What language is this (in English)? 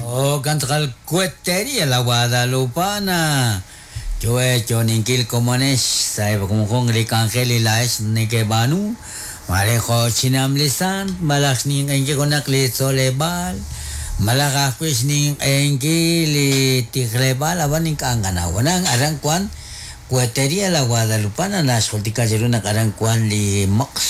Kekchí